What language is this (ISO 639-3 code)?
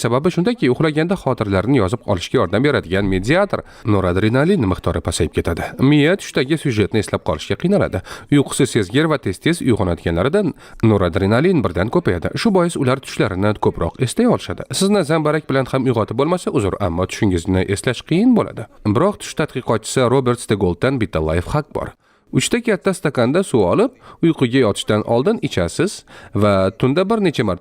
uzb